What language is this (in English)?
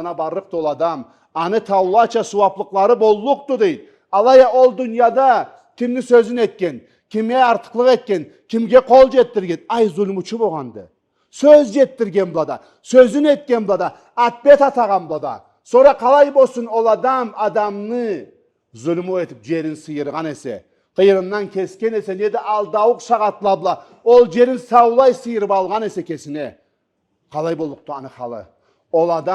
Karachay-Balkar